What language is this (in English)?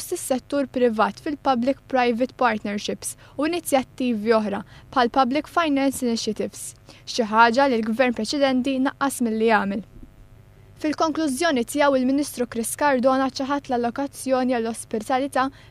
Maltese